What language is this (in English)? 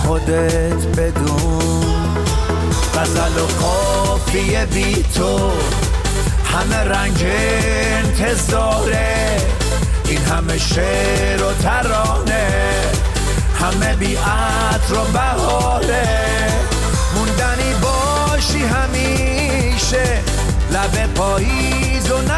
Persian